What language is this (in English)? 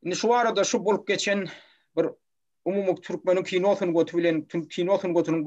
Turkmen